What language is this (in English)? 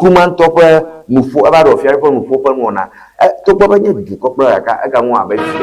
Ewe